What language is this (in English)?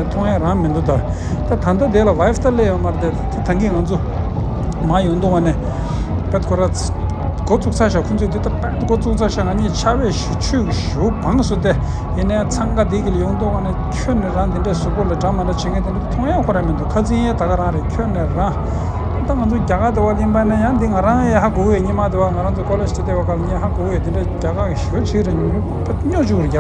Tibetan